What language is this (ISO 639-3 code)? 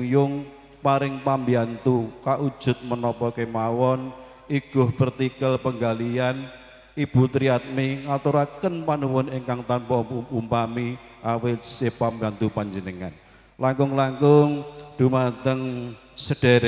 jav